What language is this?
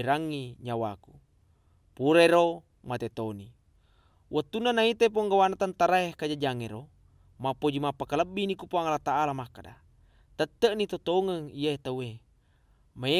Buginese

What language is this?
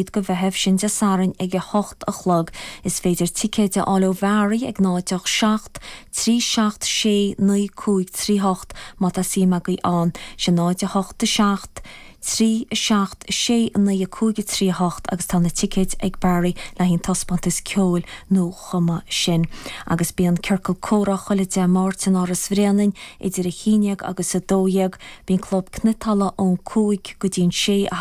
Irish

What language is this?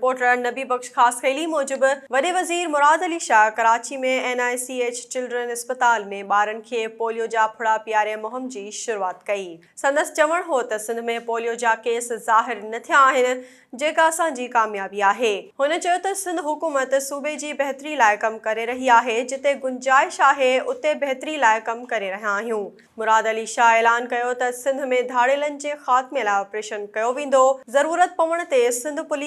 Sindhi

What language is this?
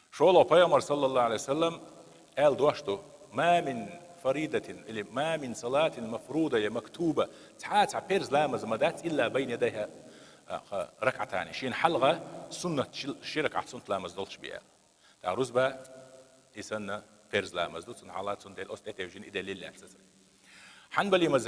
Chechen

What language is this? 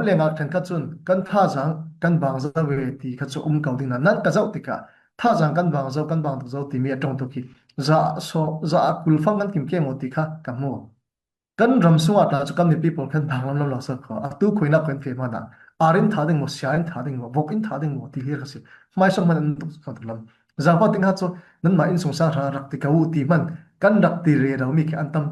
Falam Chin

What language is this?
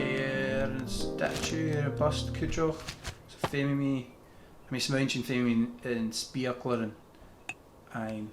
Scottish Gaelic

